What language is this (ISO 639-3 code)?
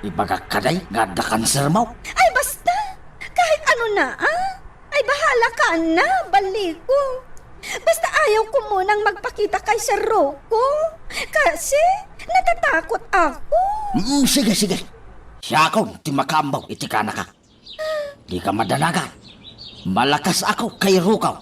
ilo